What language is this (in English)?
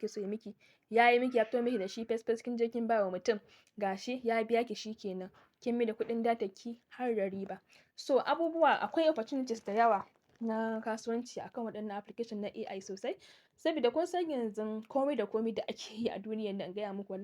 Hausa